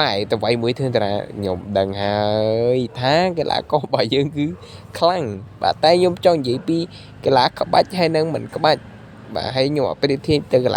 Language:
Khmer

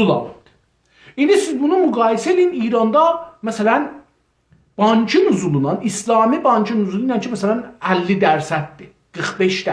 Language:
South Azerbaijani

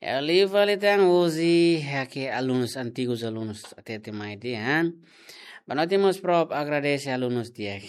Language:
Tetum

